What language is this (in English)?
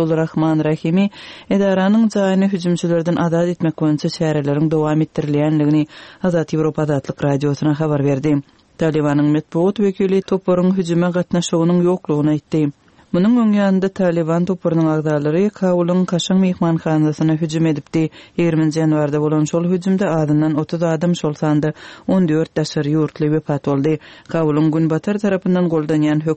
Turkmen